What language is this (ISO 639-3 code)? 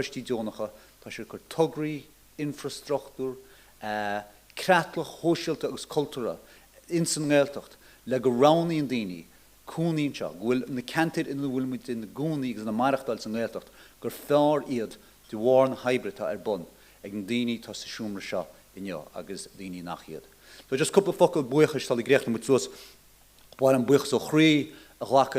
gle